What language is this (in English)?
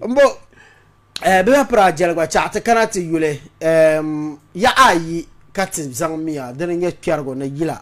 Dagbani